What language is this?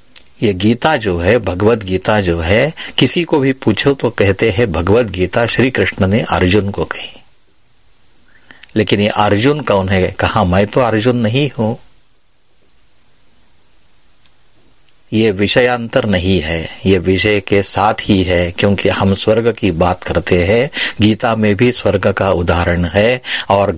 Hindi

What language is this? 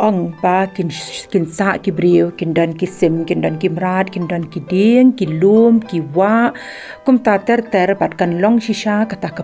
Khasi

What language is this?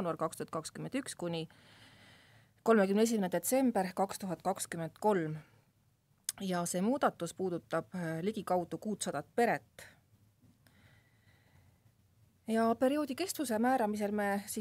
Estonian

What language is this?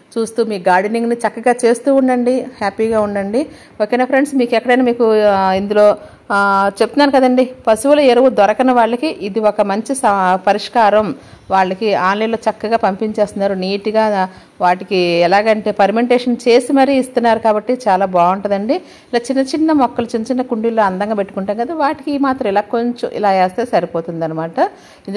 Telugu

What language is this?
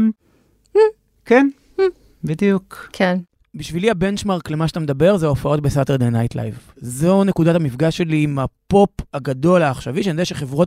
Hebrew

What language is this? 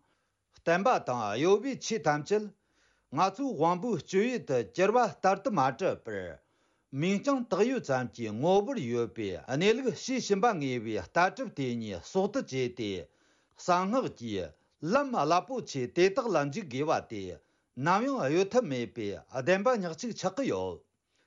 Tibetan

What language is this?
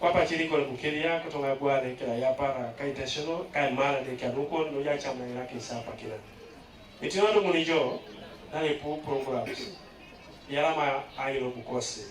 Teso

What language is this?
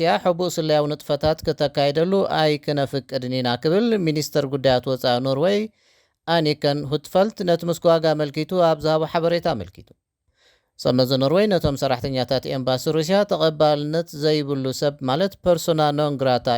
Tigrinya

